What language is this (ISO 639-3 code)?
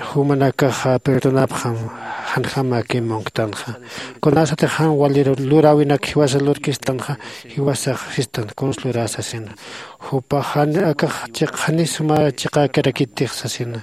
aym